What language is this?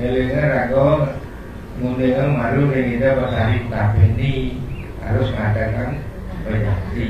Balinese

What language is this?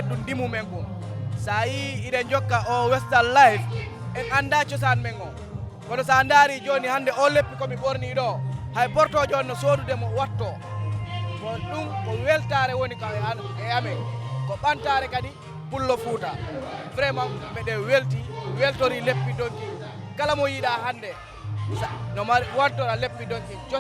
Fula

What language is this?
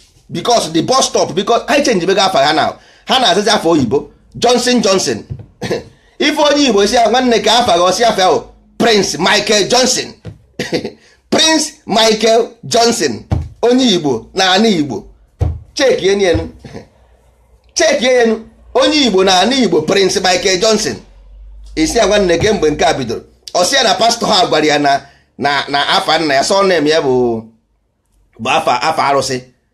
Igbo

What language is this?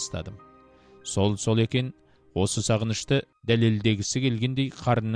Kazakh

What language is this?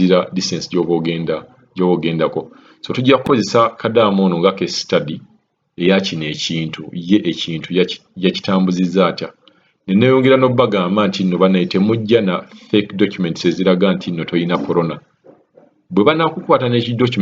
Ganda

